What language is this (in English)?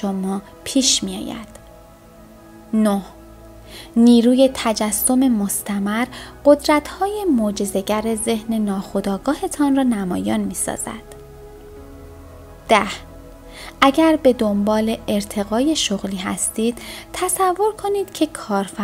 Persian